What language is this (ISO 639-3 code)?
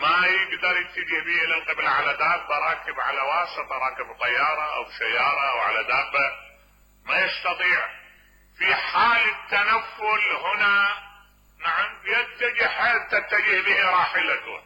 acm